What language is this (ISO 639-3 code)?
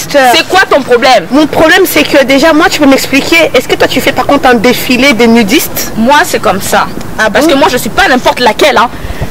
fra